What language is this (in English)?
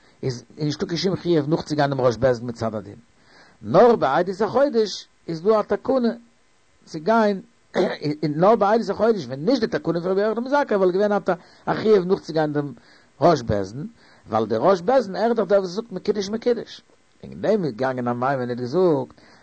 Yiddish